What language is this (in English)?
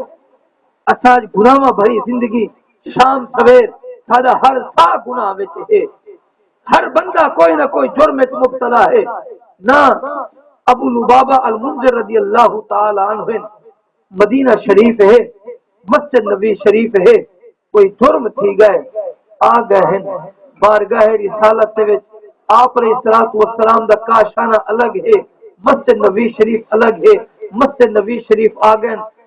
Saraiki